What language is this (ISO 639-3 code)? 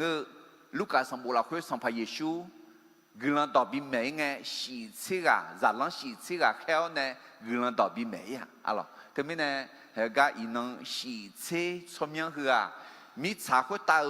ahk